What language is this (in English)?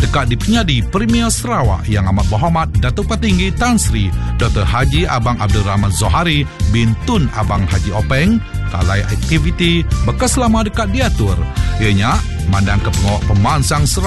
Iban